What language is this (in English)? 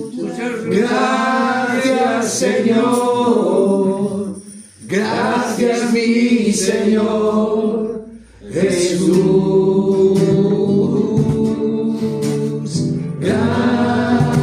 Spanish